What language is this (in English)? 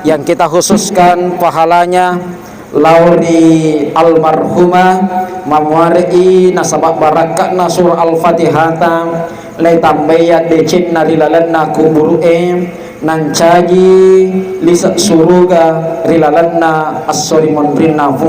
Buginese